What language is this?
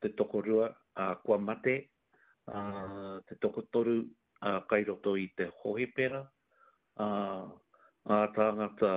Māori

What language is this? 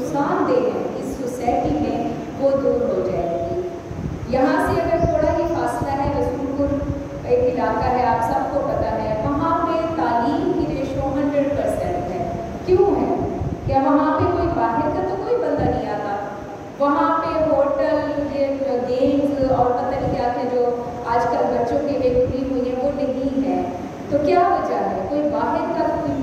Urdu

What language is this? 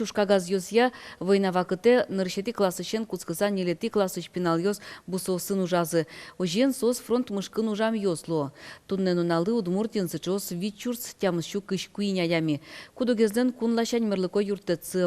Udmurt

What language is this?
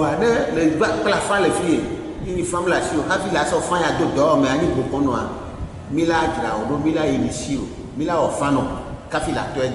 Ewe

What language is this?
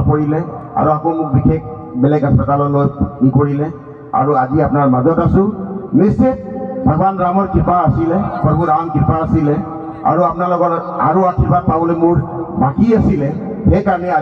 Assamese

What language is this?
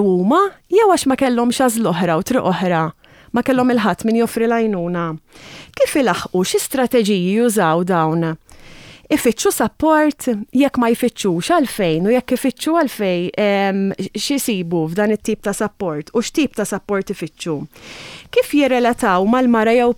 Maltese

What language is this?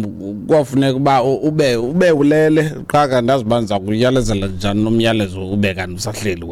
Xhosa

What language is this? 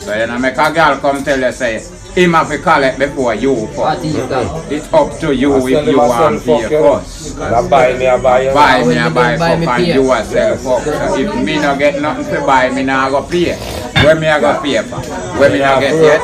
Jamaican Creole English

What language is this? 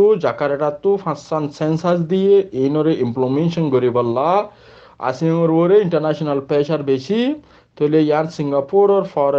Rohingya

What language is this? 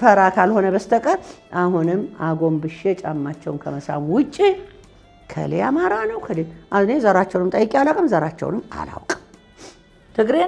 Amharic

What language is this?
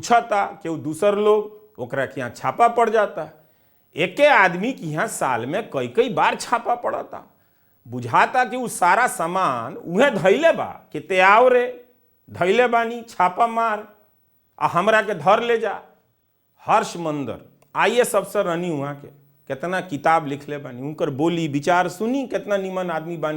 Bhojpuri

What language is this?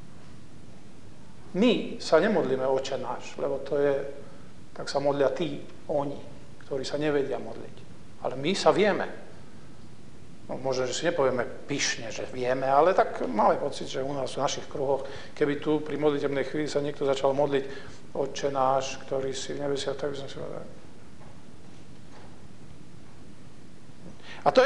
Slovak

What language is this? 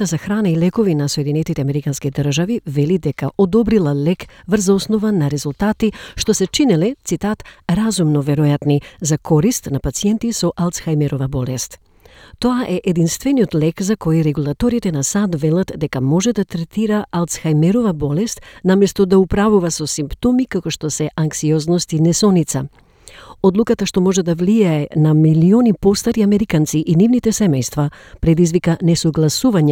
Macedonian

